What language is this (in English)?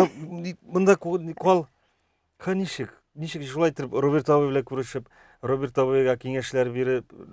Tatar